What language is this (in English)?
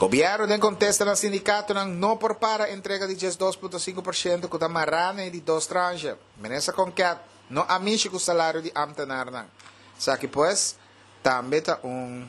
Papiamento